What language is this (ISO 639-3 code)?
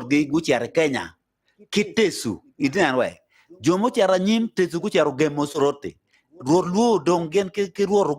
ach